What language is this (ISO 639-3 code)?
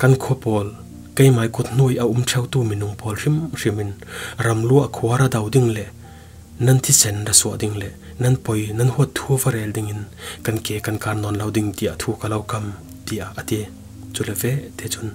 cfm